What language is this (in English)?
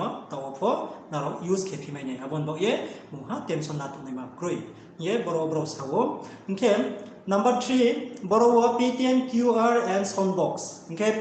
Riang (India)